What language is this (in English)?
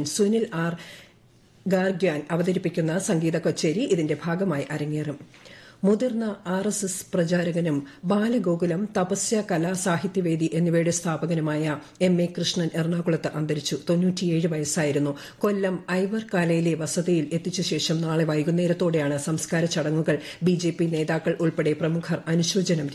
Malayalam